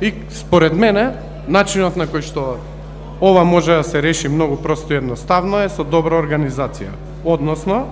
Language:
Macedonian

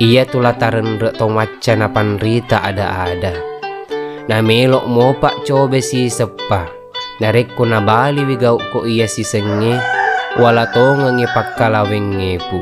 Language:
Buginese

